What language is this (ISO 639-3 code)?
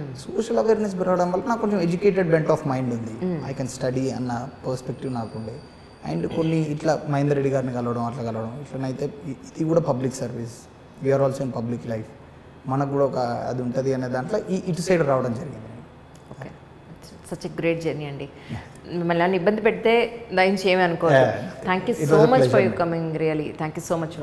tel